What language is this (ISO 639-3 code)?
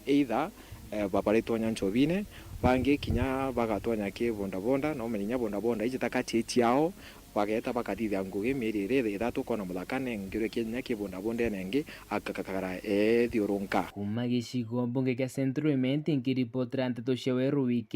mer